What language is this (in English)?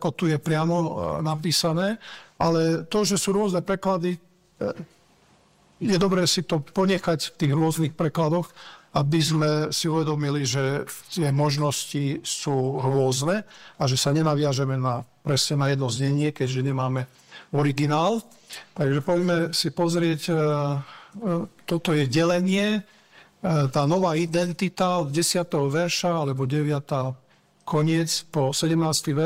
Slovak